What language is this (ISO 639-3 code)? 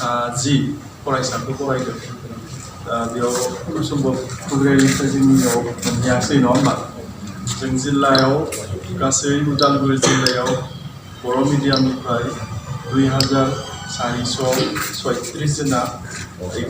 brx